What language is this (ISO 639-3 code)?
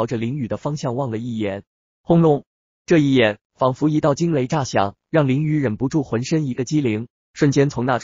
zho